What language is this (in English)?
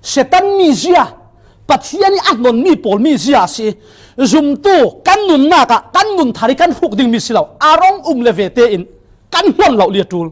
Falam Chin